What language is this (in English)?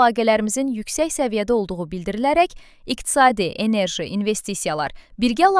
Azerbaijani